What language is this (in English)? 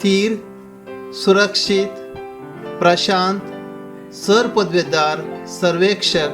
Konkani